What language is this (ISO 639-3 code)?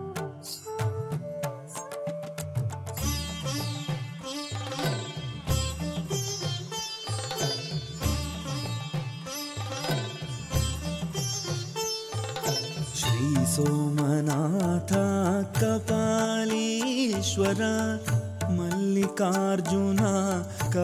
tam